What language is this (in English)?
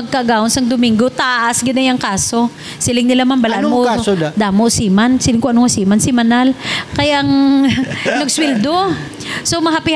Hiligaynon